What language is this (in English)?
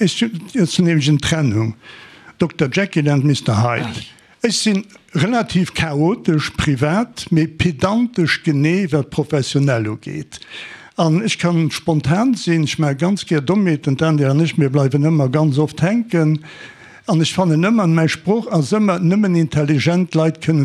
Luxembourgish